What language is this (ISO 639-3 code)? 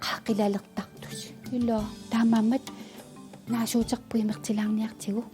kal